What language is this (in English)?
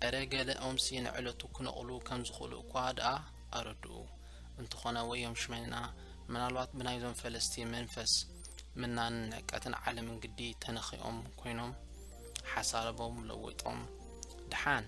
Tigrinya